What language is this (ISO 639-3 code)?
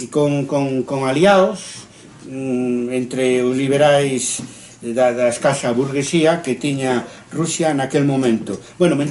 glg